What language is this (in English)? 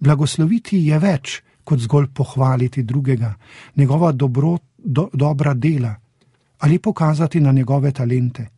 Slovenian